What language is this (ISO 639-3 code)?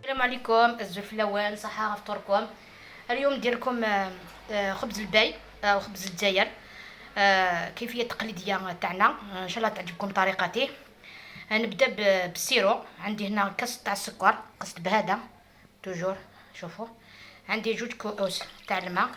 arq